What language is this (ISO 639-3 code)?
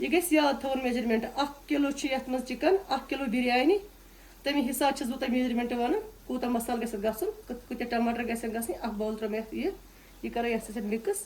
kas